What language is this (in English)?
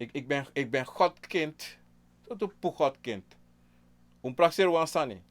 Sranan Tongo